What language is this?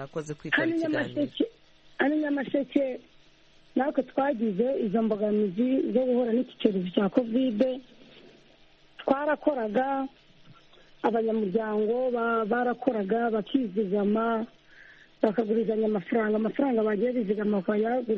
Kinyarwanda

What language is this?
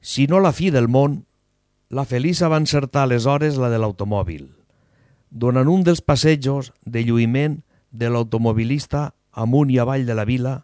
Catalan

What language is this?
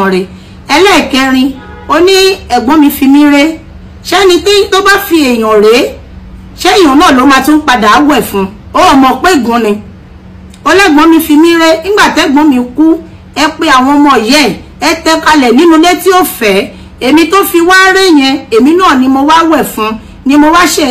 Yoruba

